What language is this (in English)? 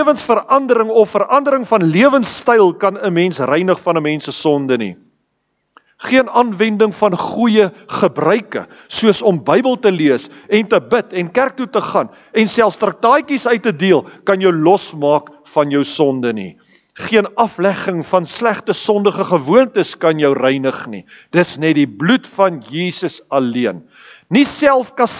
Afrikaans